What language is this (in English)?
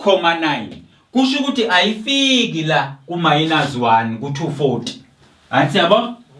Zulu